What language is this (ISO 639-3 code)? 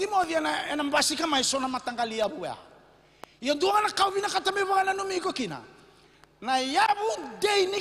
fij